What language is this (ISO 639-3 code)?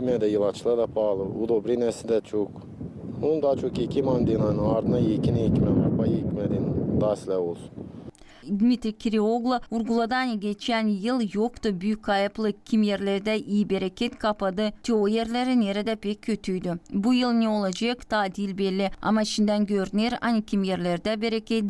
gag